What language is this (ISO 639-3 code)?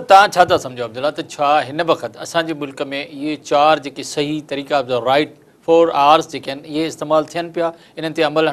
snd